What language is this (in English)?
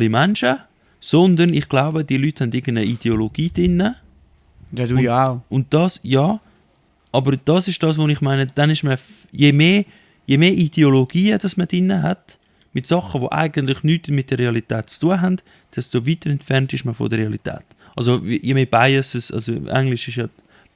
Swiss German